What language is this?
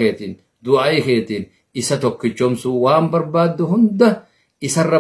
Oromo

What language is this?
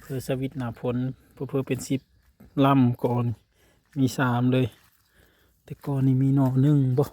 Northeastern Thai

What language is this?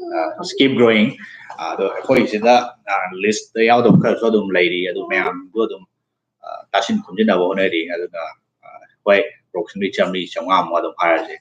Manipuri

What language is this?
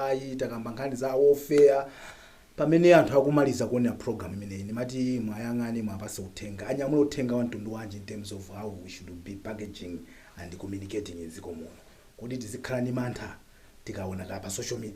Nyanja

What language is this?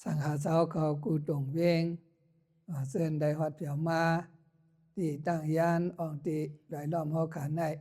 Shan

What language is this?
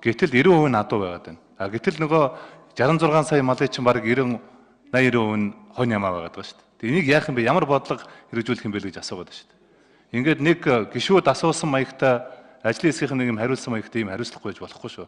Mongolian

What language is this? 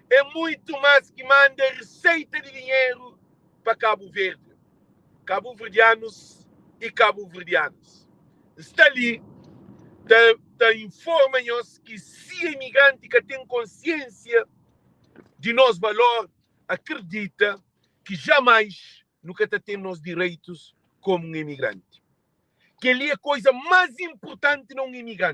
Kabuverdianu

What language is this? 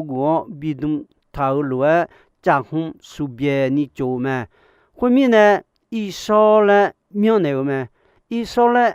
Akha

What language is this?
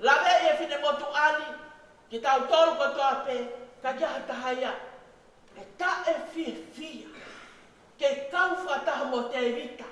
Tongan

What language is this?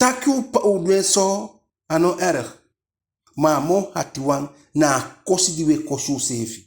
Eastern Maroon Creole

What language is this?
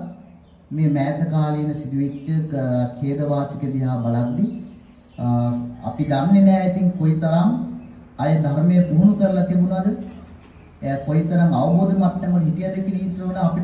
Sinhala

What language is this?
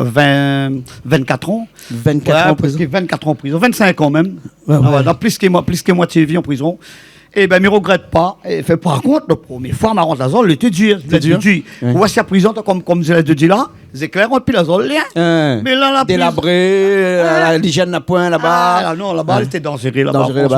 Réunion Creole French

